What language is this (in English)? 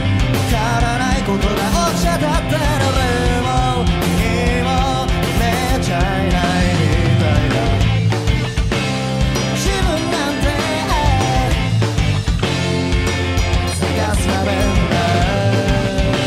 Japanese